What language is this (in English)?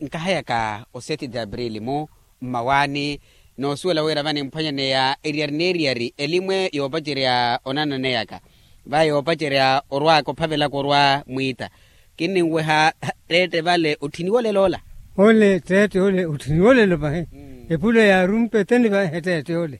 Makhuwa